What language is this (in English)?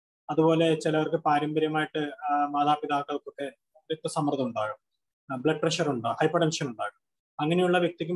Malayalam